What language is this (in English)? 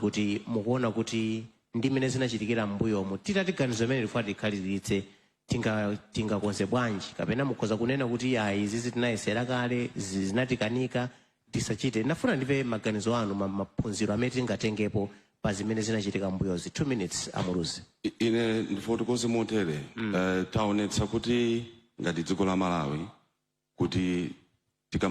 Nyanja